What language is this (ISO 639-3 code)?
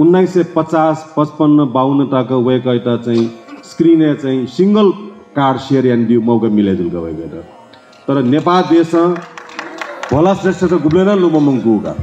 new